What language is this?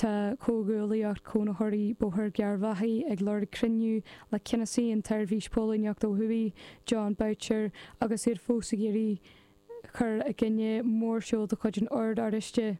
Irish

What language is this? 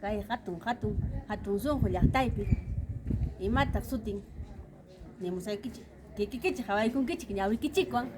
Ayacucho Quechua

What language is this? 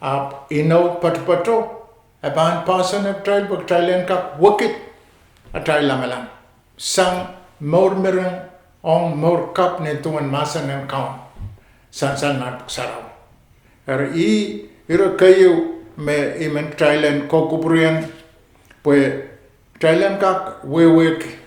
Pohnpeian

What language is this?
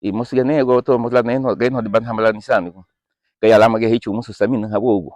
Garifuna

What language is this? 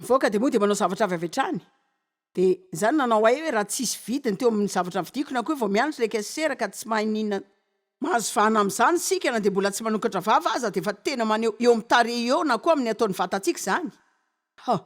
Malagasy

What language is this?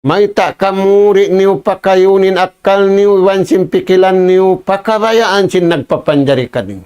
Tausug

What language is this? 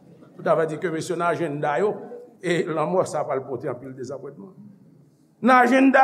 Haitian Creole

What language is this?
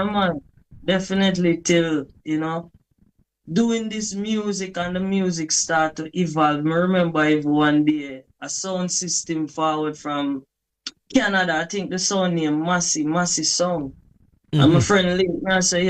Jamaican Creole English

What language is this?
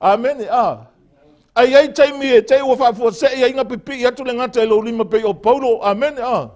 Samoan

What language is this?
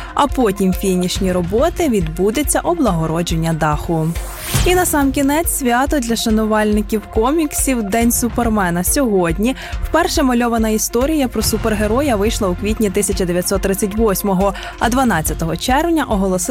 Ukrainian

